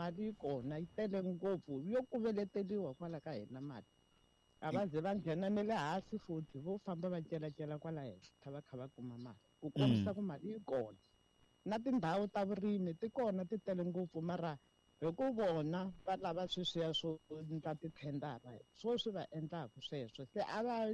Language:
Tsonga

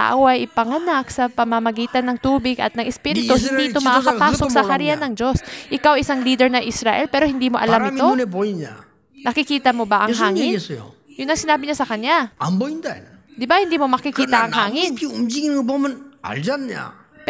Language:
Filipino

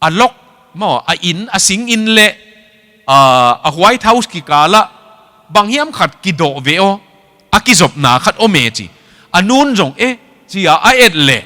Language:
Tedim Chin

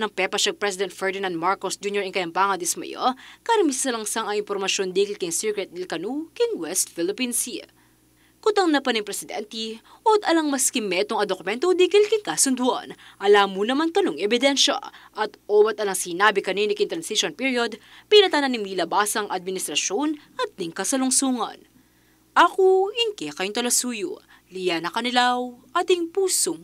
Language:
Pampanga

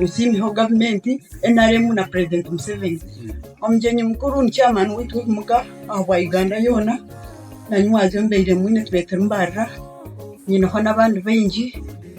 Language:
Nyankole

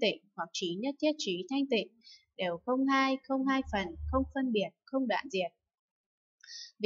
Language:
Vietnamese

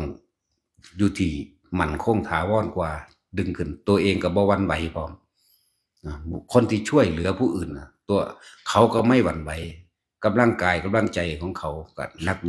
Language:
Northeastern Thai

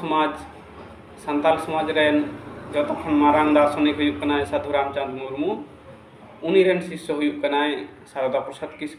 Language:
Santali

